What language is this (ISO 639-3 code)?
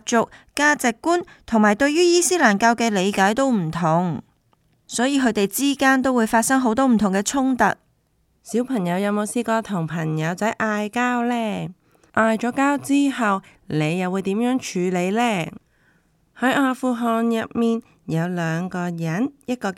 yue